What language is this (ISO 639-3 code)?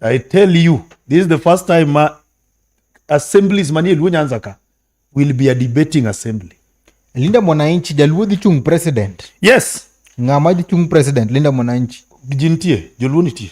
luo